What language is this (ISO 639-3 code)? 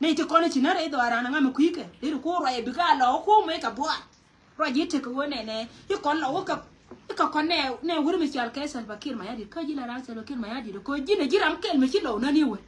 nus